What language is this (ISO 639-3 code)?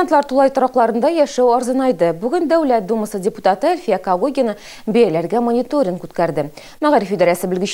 tat